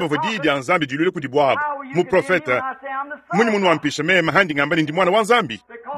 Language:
Luba-Lulua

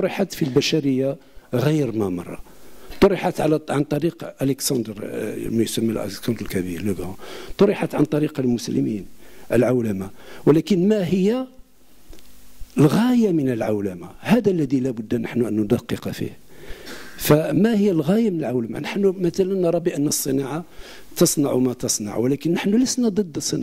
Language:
Arabic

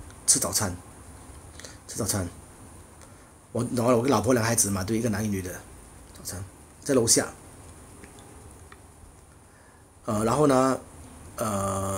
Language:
Chinese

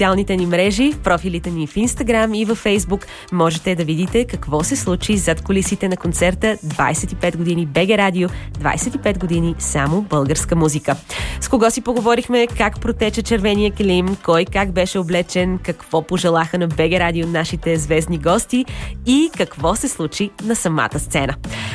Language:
Bulgarian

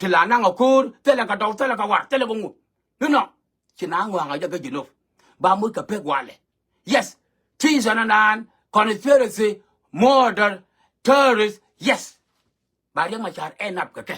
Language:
Nuer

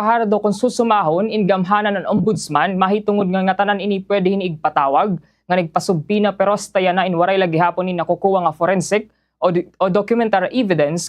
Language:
Waray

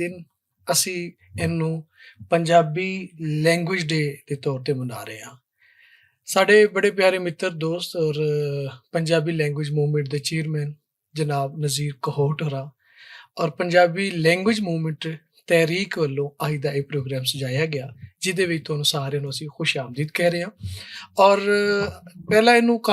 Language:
Western Panjabi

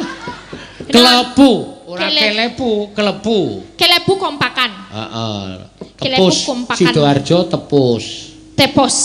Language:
Javanese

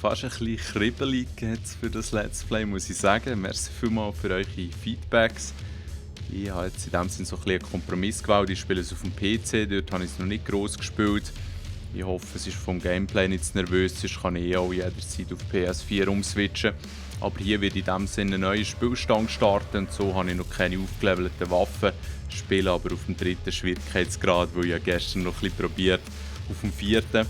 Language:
Swiss German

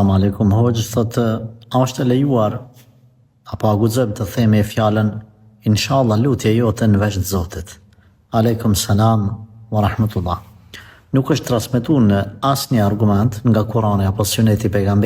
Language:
Albanian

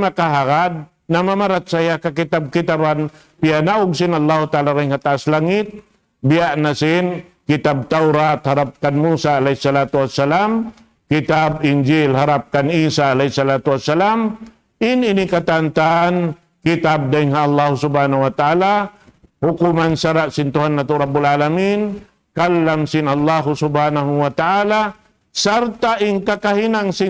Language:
Tausug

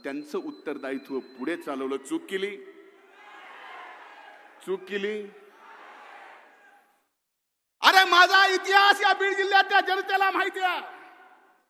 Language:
Marathi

